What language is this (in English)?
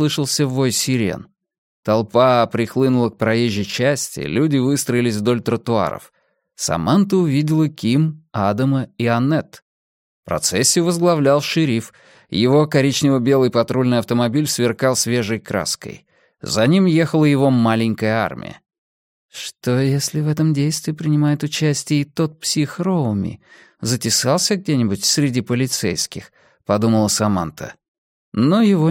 Russian